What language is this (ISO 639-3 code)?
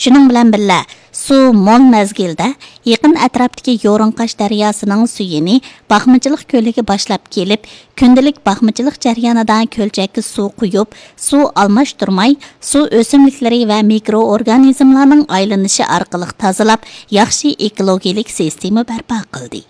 uig